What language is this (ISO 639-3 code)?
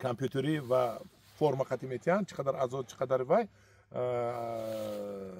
tgk